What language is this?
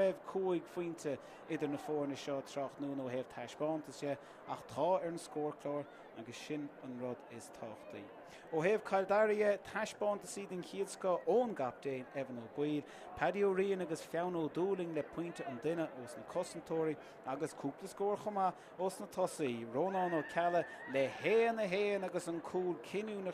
Irish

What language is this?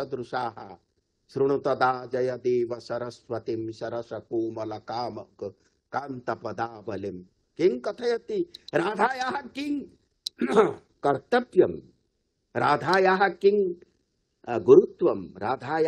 Sanskrit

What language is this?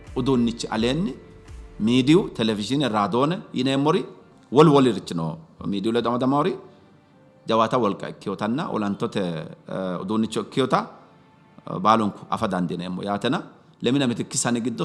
Sidamo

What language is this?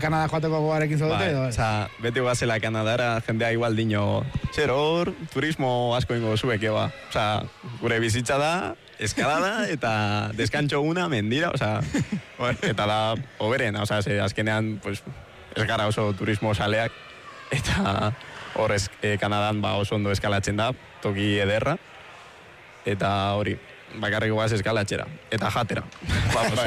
Basque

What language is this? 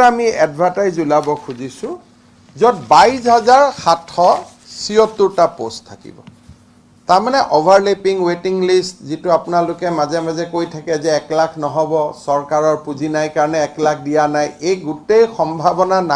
Assamese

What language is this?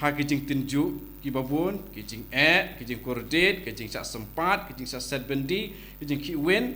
Khasi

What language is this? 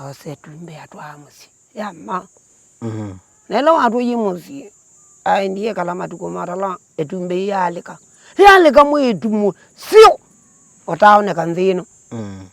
Kamba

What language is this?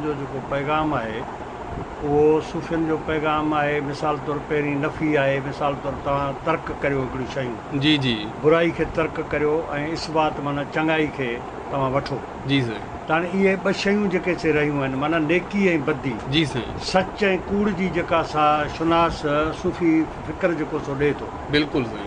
Sindhi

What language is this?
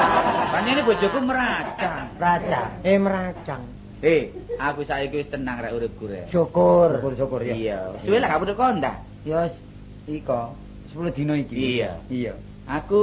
Javanese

